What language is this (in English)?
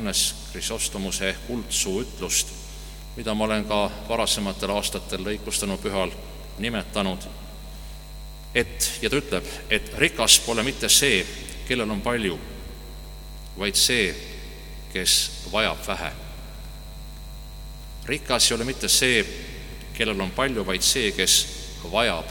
Estonian